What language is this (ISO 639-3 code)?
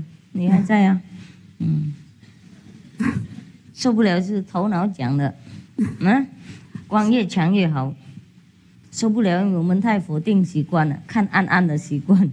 zho